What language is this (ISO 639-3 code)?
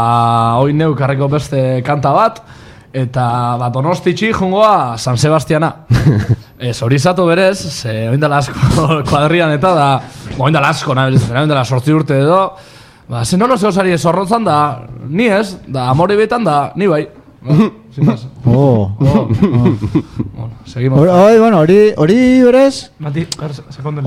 eus